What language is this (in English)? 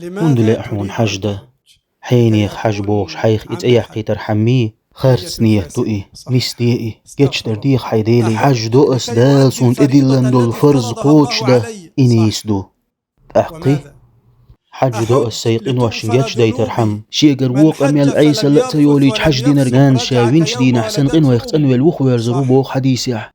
Chechen